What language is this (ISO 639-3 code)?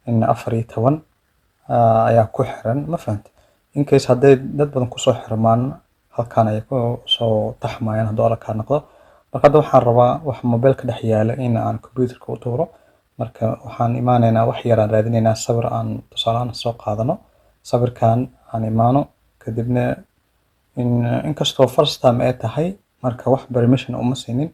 som